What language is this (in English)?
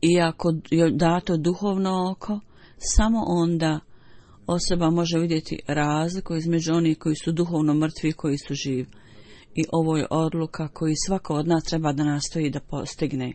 Bosnian